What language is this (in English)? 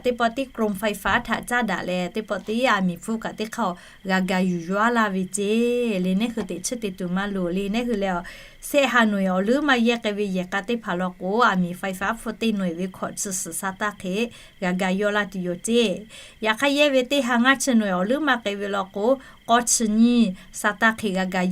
Lahu